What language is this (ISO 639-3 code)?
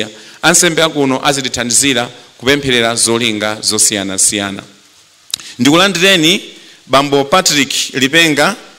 nya